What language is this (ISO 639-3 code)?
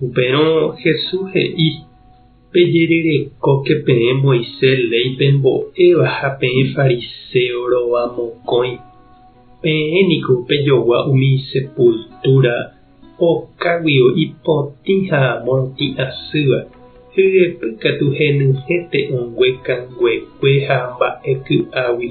grn